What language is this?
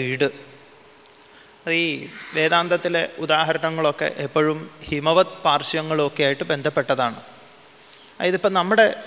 Malayalam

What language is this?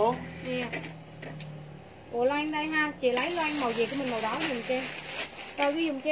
Vietnamese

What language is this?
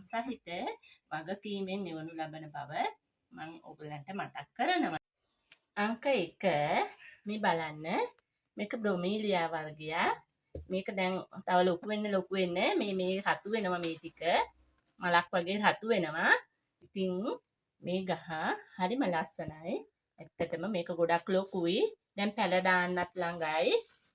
Sinhala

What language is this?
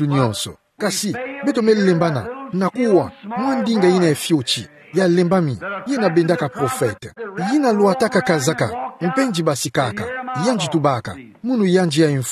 Kituba (Democratic Republic of Congo)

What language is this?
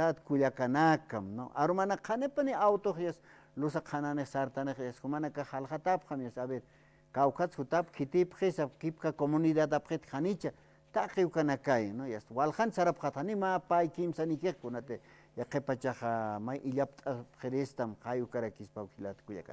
Aymara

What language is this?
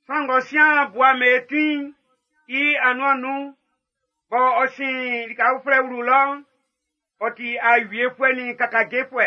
Baoulé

